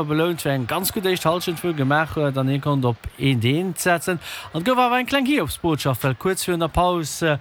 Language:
Luxembourgish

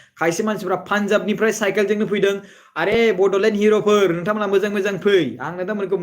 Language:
Bodo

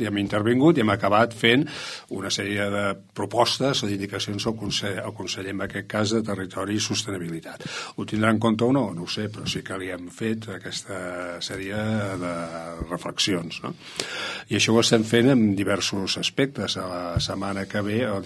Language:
Catalan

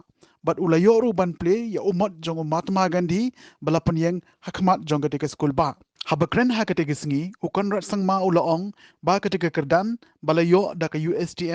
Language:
Khasi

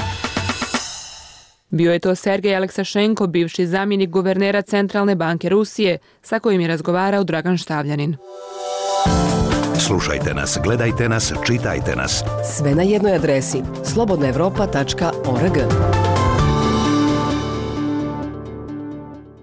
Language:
Bosnian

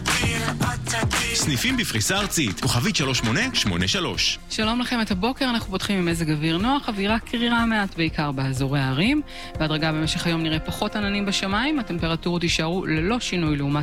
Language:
Hebrew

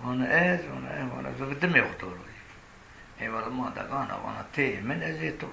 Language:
Zaza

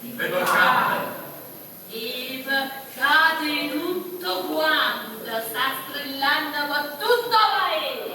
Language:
Neapolitan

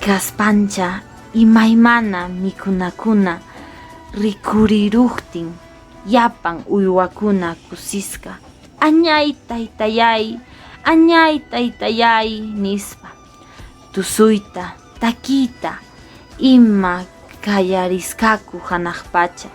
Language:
Quechua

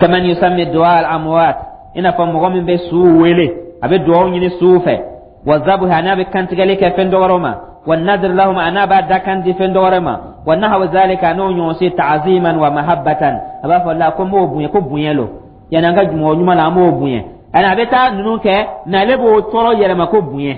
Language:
Dyula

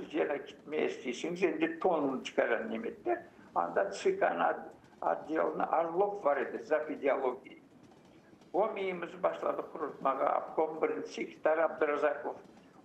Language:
Crimean Tatar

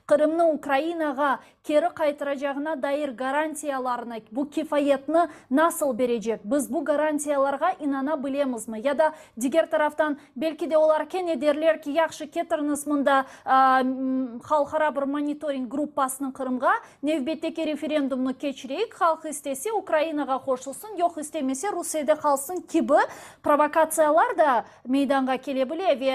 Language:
Crimean Tatar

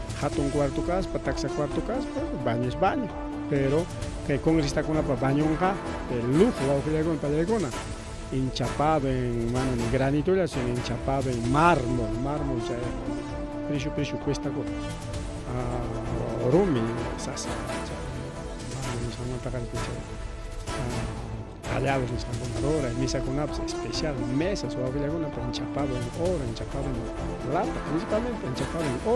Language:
Ayacucho Quechua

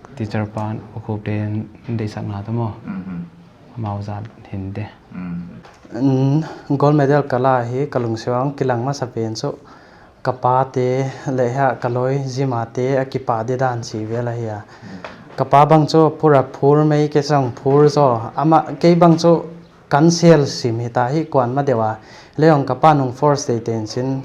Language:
Paite Chin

